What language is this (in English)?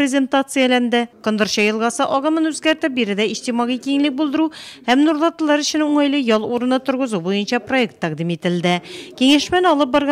Tatar